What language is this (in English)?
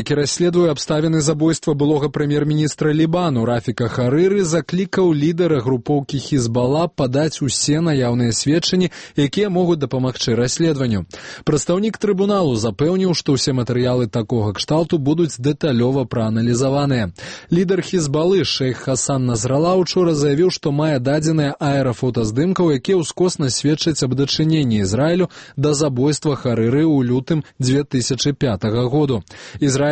Belarusian